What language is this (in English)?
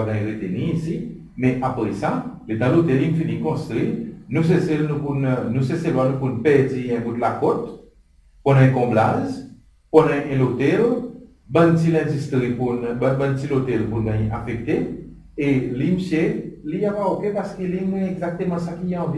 Seselwa Creole French